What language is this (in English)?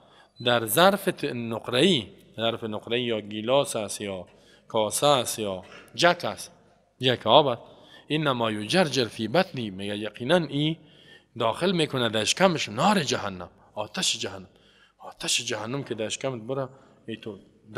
Persian